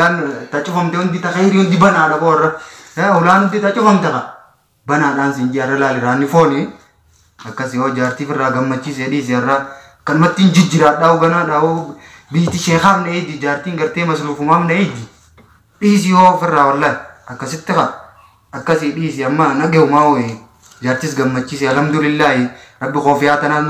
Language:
Oromo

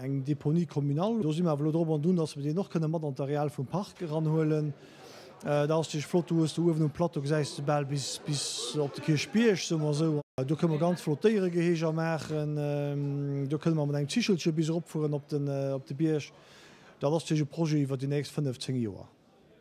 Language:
Luxembourgish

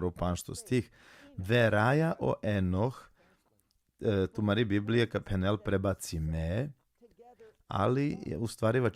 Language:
Balkan Romani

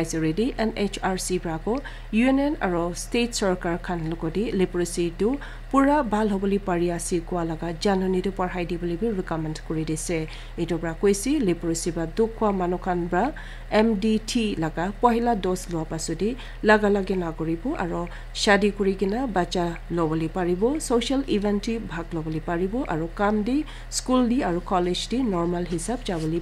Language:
Naga Pidgin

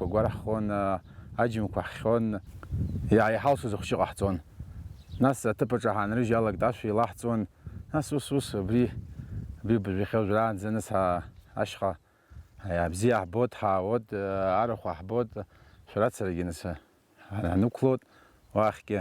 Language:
Abkhazian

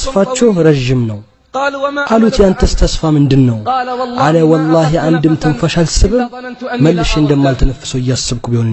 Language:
Amharic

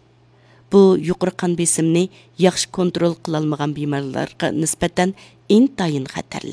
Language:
Uyghur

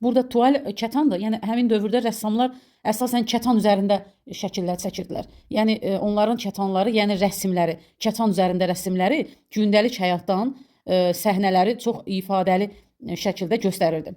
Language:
Azerbaijani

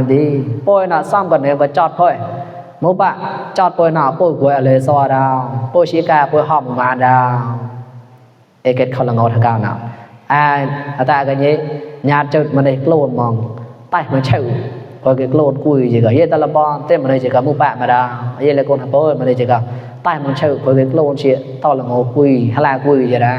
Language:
Mon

